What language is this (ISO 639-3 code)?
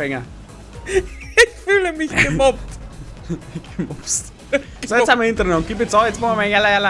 bar